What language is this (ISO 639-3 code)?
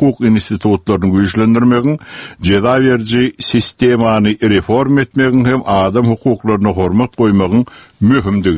tuk